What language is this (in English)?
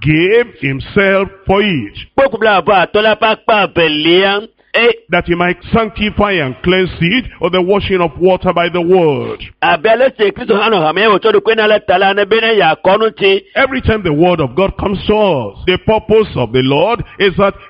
Ewe